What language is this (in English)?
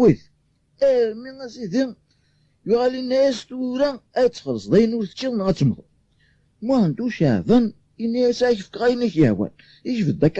Kabyle